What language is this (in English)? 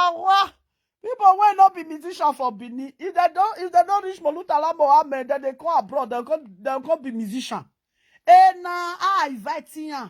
Nigerian Pidgin